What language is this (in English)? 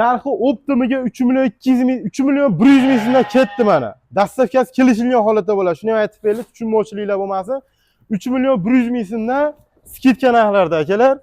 Uzbek